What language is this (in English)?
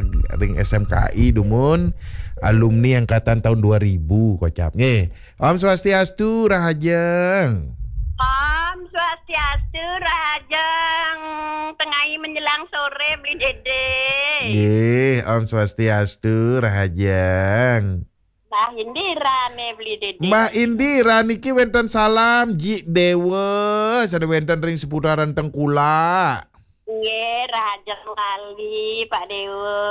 Balinese